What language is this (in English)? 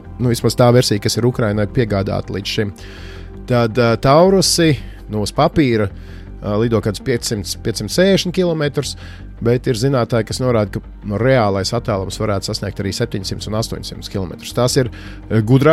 Latvian